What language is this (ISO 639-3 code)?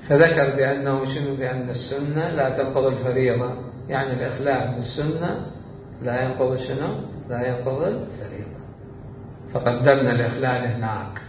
acm